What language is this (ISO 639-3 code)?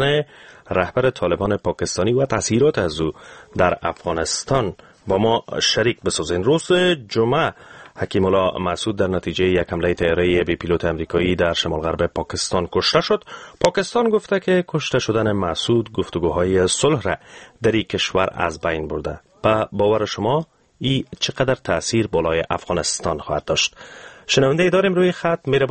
fas